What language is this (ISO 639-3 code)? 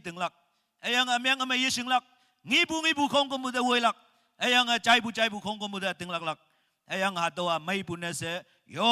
nag